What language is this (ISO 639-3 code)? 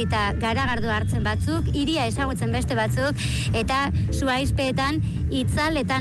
eus